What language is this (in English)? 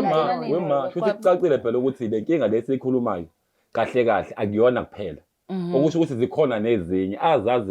Zulu